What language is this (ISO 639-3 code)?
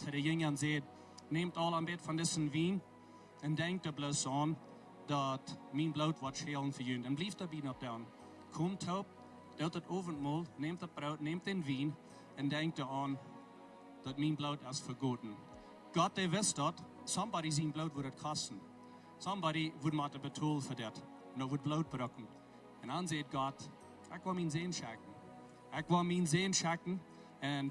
pdt